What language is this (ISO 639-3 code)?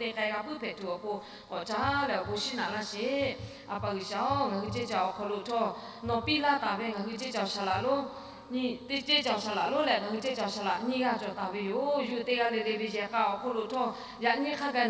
lhu